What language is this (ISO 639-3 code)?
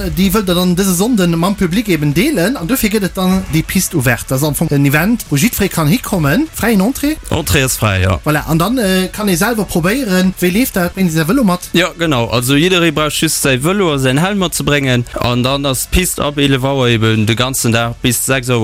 ltz